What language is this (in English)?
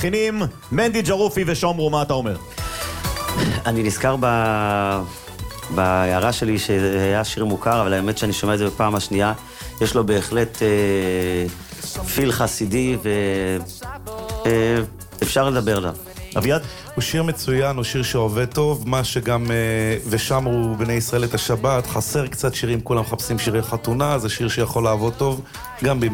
Hebrew